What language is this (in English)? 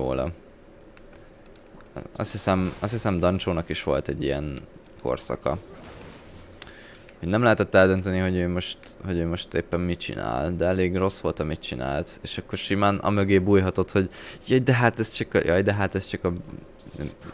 Hungarian